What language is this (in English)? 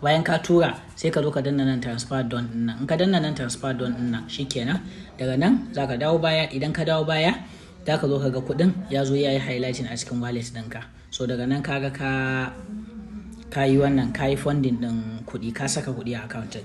Hausa